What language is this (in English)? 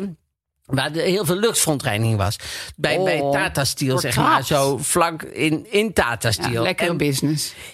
Dutch